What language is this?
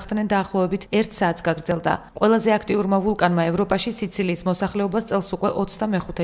Georgian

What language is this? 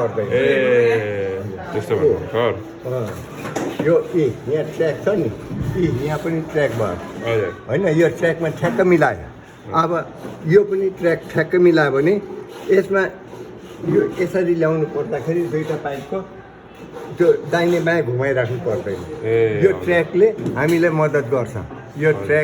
Nepali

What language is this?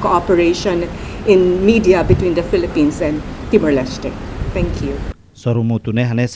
Tetum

